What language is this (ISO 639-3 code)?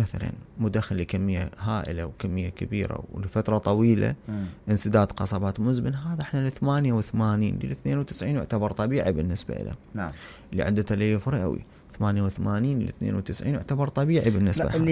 acm